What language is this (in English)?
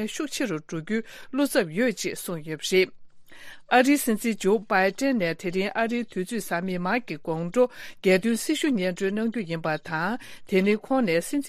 Tibetan